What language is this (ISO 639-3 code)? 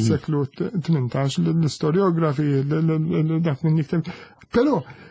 mlt